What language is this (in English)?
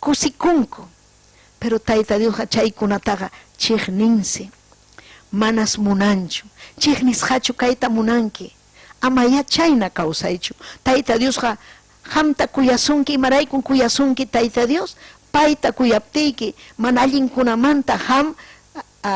Ayacucho Quechua